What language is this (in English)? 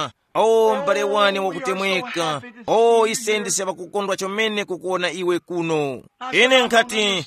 Tumbuka